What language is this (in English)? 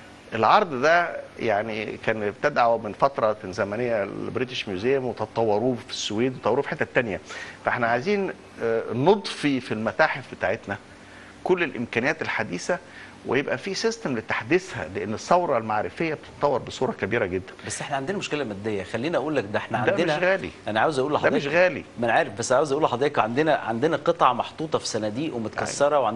Egyptian Arabic